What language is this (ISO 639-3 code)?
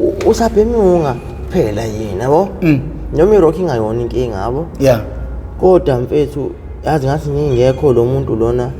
zul